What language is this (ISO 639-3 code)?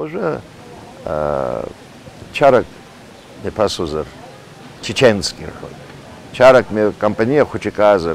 abk